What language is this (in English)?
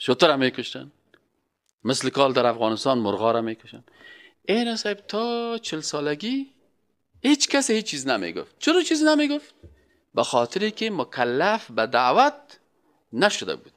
Persian